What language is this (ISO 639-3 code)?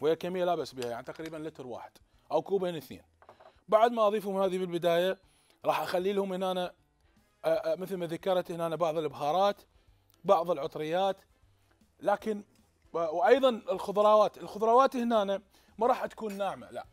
acm